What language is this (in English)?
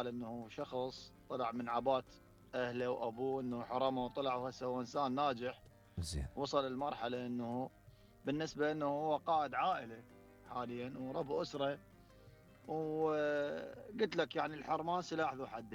Mesopotamian Arabic